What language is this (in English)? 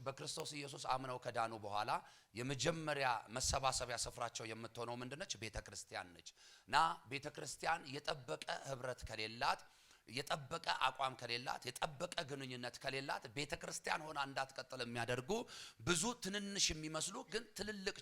Amharic